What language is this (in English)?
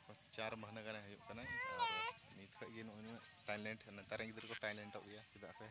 Santali